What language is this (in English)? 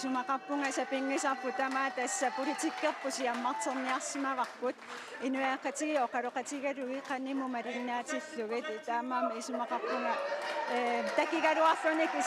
Kalaallisut